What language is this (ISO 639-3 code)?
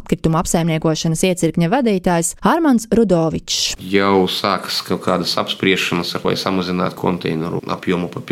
lav